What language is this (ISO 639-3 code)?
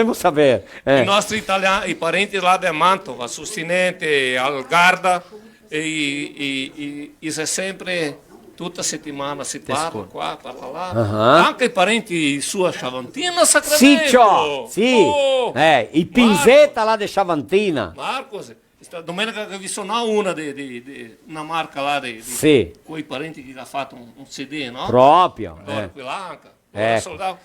vec